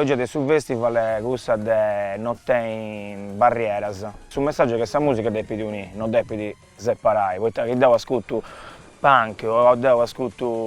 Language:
Sardinian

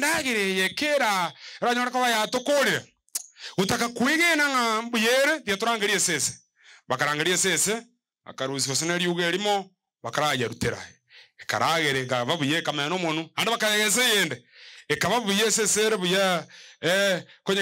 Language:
Gusii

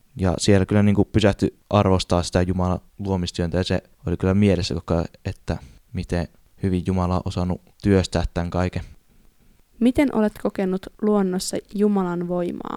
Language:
Finnish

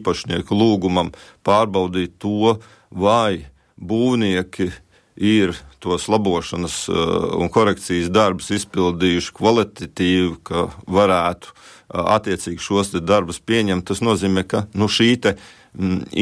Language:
Latvian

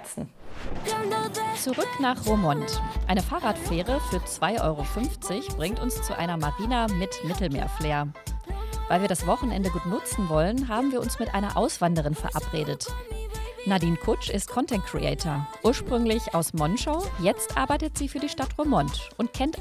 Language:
German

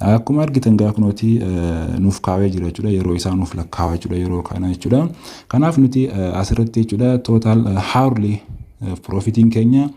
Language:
Oromo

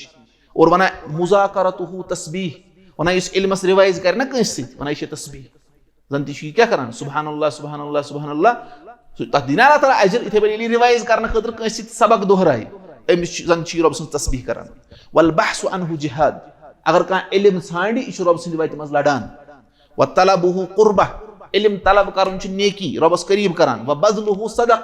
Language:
Kashmiri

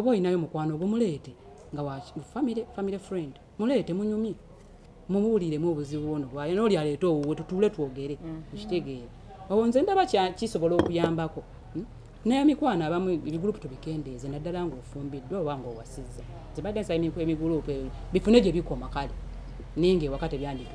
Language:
Ganda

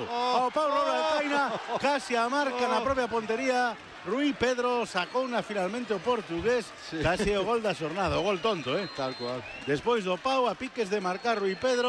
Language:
Galician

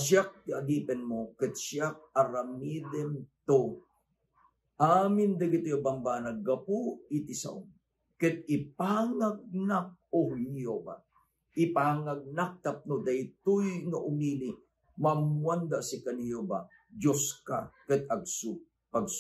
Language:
Iloko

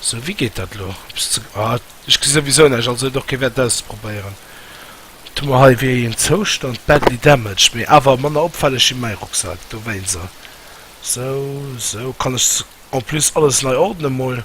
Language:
Luxembourgish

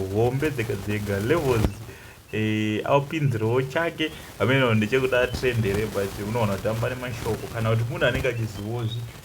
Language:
Shona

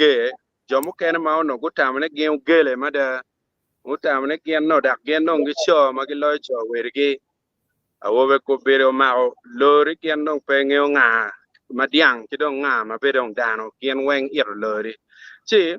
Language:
Acoli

